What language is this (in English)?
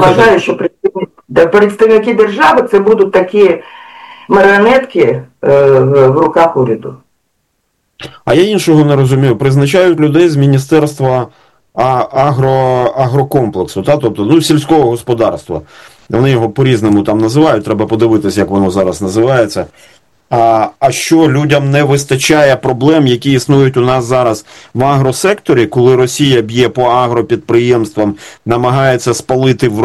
Ukrainian